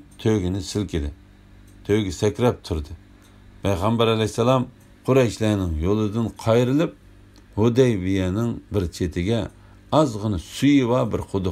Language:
Uyghur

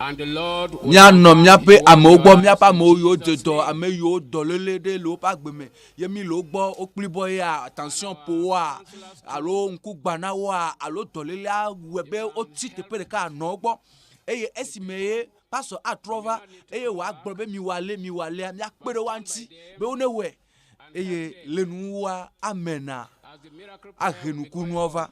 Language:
Ewe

